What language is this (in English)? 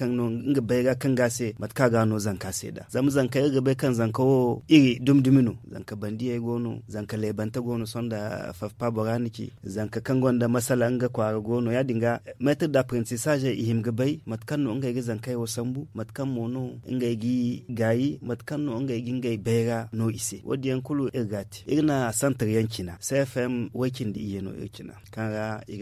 Zarma